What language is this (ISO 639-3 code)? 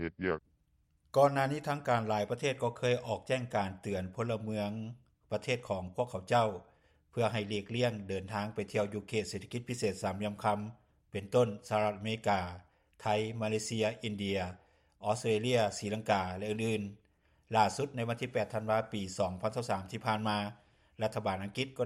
lao